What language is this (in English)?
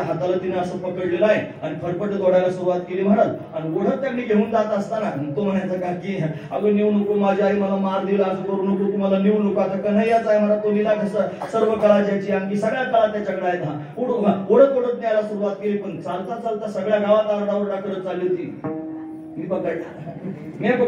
Marathi